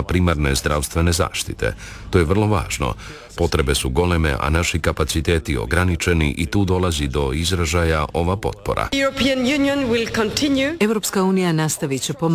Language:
Croatian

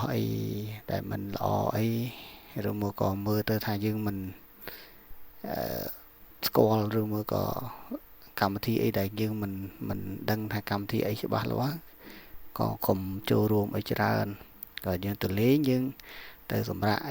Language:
Khmer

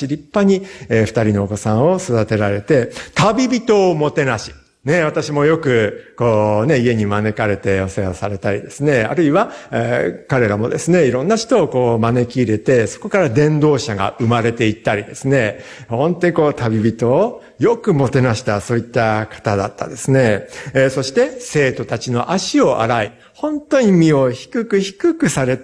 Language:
Japanese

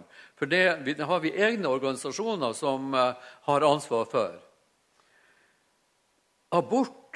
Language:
Norwegian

